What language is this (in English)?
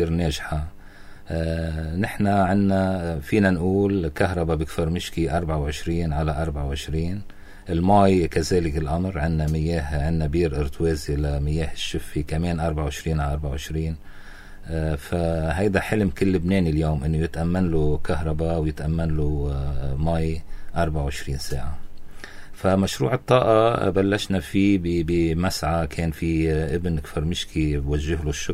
North Levantine Arabic